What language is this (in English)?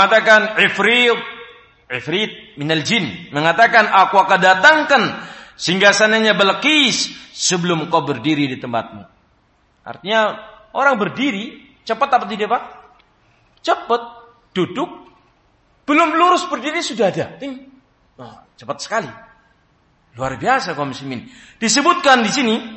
Indonesian